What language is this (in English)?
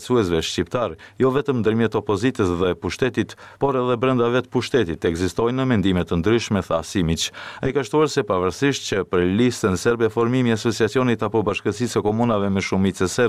Albanian